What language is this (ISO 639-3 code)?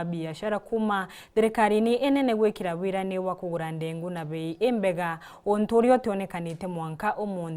mer